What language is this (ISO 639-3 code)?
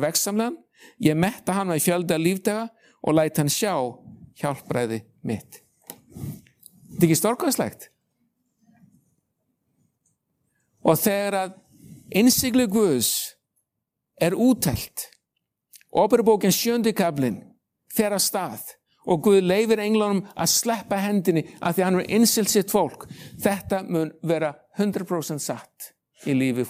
isl